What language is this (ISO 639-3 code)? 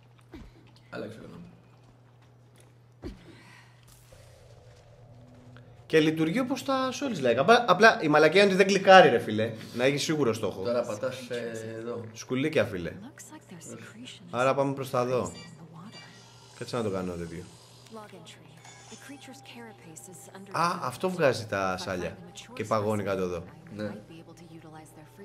ell